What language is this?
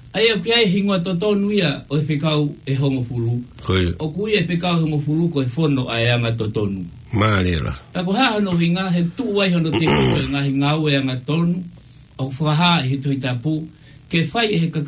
Tongan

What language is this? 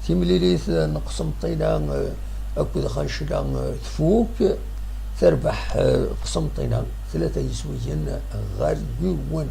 Kabyle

